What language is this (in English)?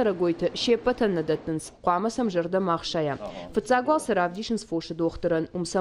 Ossetic